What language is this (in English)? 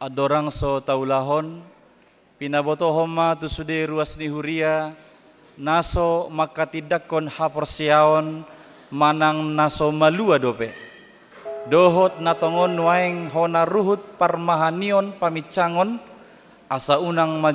Batak Toba